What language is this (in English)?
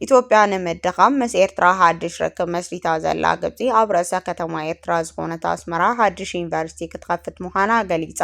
Tigrinya